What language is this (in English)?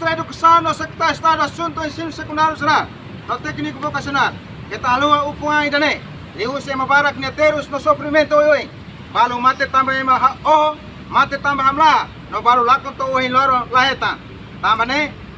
Tetum